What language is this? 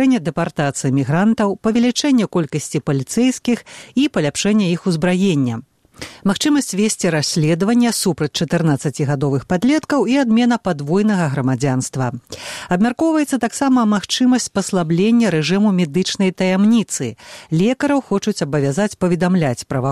Belarusian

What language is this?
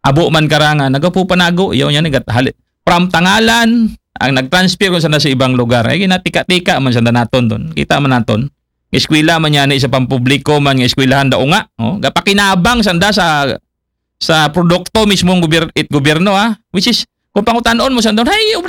Aklanon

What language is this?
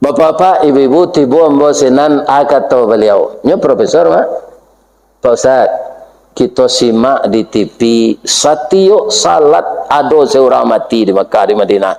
Minangkabau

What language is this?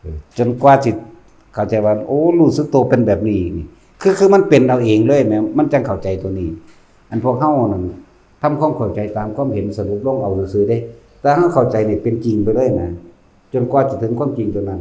Northeastern Thai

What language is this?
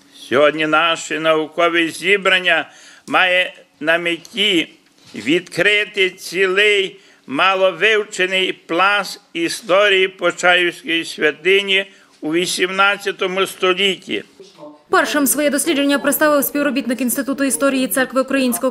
Ukrainian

